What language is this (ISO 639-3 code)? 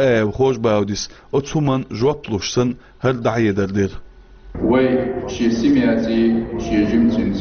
che